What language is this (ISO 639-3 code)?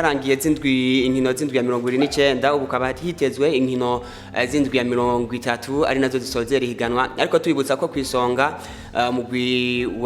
run